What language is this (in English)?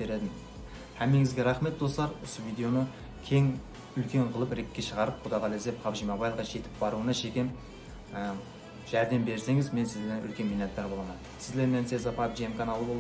Kara-Kalpak